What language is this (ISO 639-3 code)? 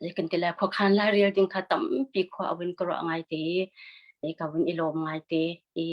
cnh